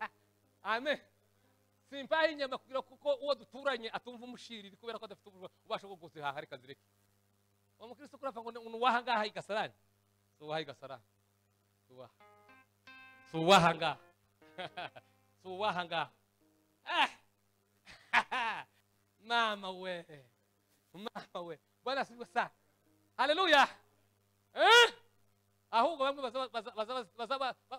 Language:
Kinyarwanda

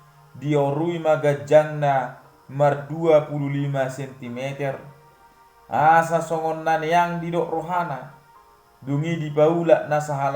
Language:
Batak Toba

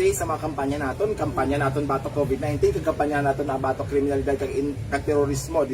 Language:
Hiligaynon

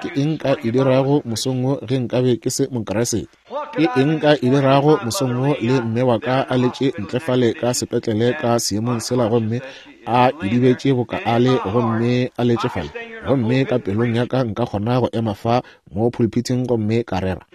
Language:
Northern Sotho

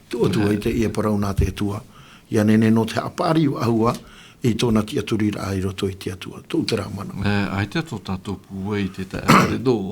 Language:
Tahitian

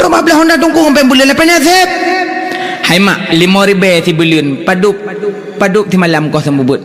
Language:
Achinese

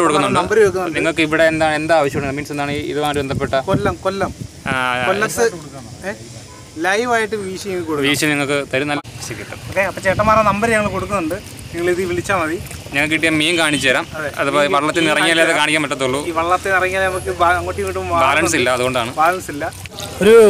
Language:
Malayalam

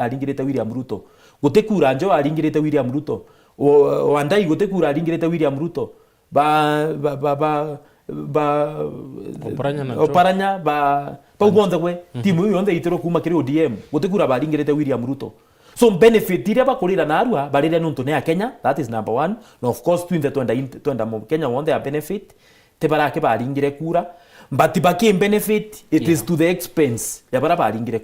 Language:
Meru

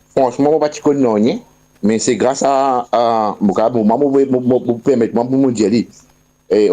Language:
Morisyen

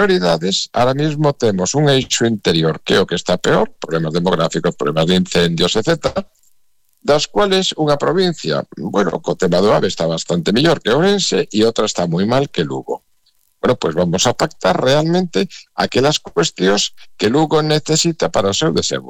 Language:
Galician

